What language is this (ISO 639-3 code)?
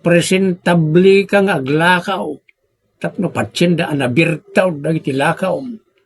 ilo